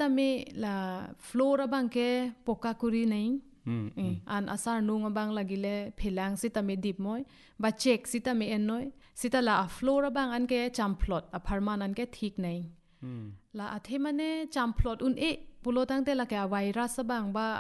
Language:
Karbi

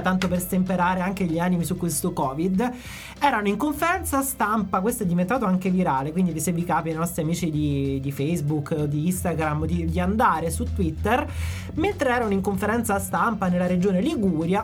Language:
Italian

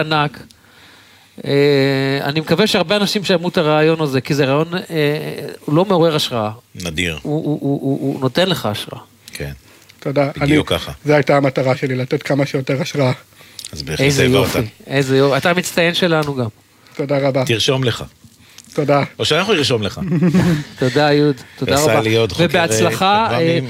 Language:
Hebrew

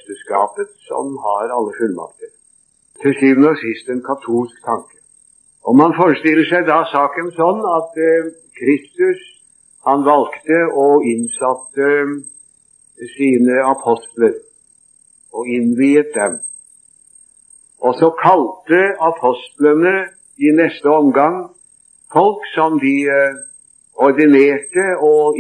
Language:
Norwegian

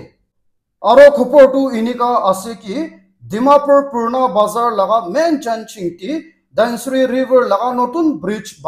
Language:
Naga Pidgin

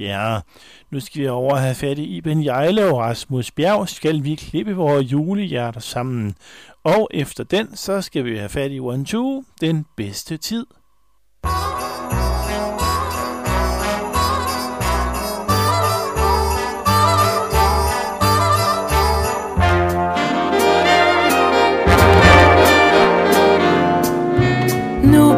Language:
Danish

